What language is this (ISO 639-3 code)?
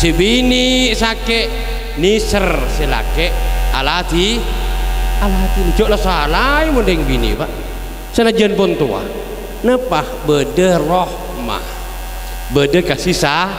mad